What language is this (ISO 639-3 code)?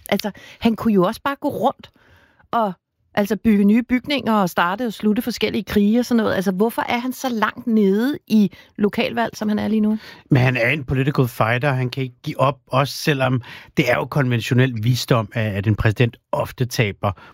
dan